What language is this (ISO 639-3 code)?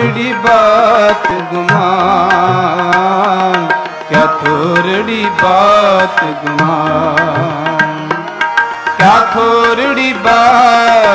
pan